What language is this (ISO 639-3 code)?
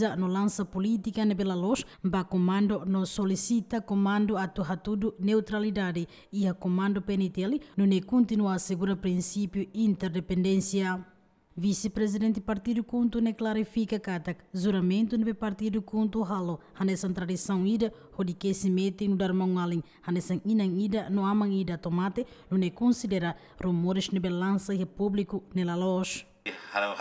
tet